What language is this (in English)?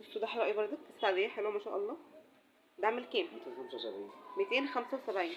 Egyptian Arabic